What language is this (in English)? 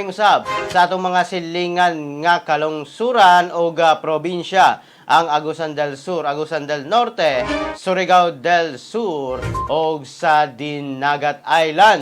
Cebuano